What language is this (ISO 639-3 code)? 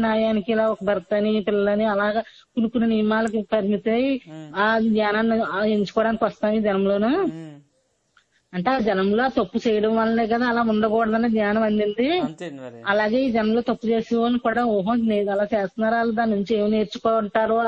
tel